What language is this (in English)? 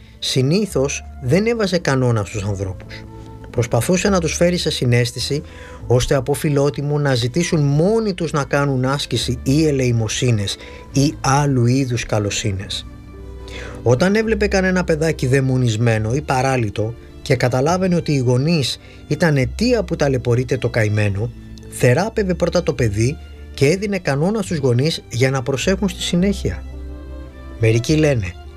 Greek